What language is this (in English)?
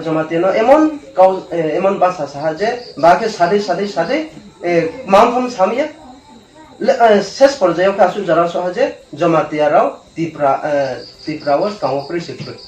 Riang (India)